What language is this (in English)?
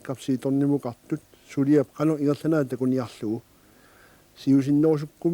Kalaallisut